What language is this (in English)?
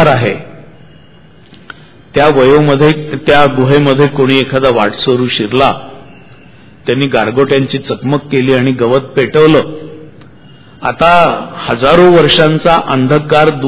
Marathi